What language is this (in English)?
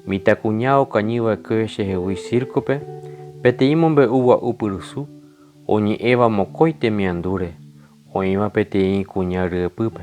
Guarani